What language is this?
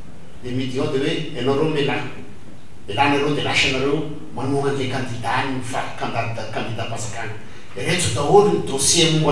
Malagasy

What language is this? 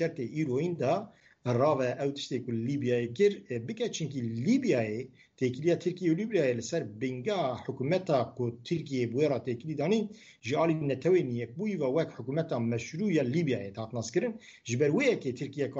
Kurdish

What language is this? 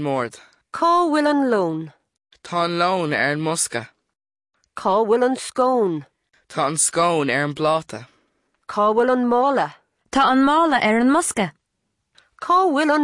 Irish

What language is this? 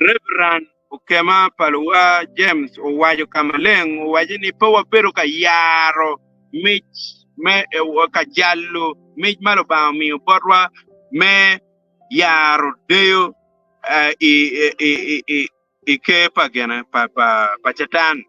Acoli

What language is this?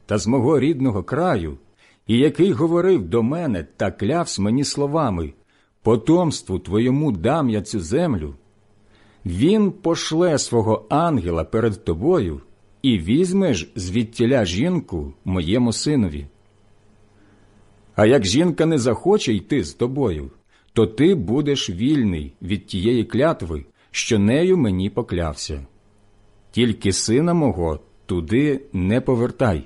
Ukrainian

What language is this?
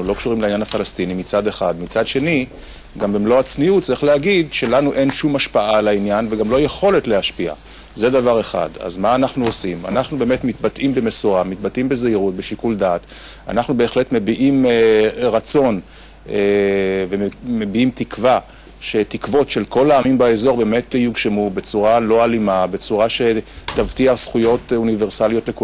Hebrew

